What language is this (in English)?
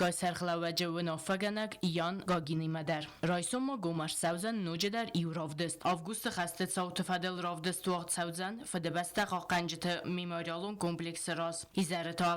Ossetic